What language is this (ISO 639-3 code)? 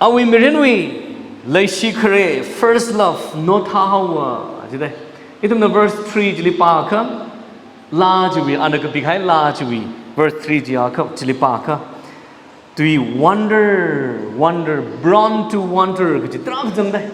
nmf